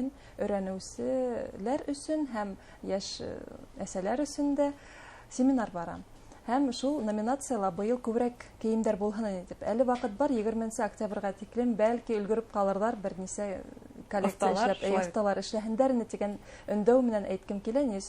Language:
Bashkir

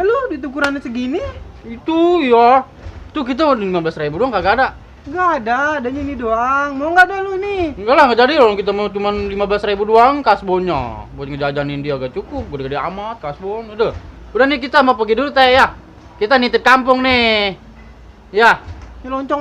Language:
Betawi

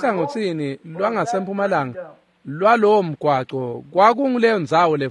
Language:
Swati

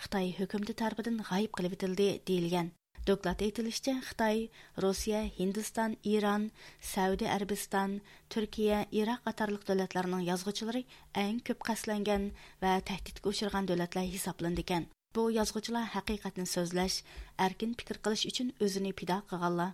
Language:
Uyghur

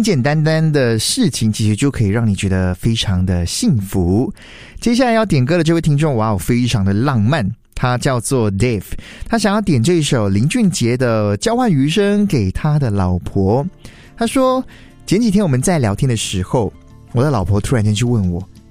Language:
Chinese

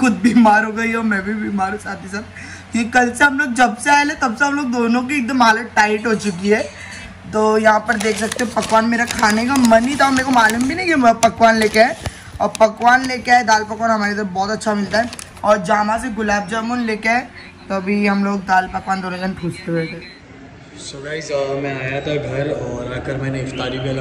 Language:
Hindi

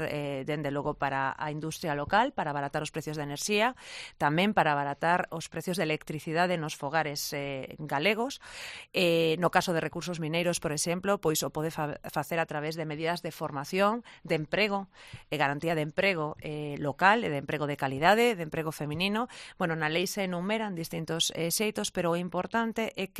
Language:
Galician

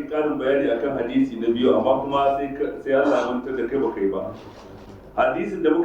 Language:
Hausa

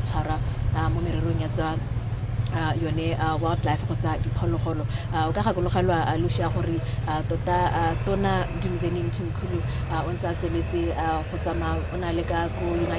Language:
Tswana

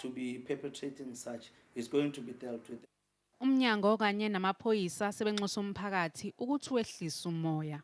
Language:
Zulu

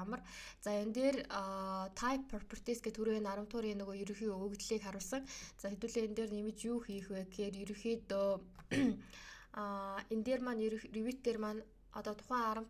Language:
Mongolian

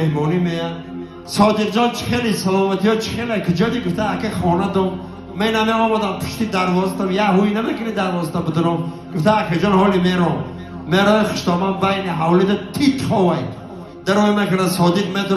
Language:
Tajik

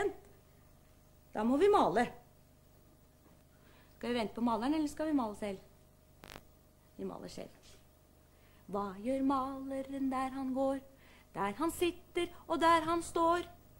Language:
Norwegian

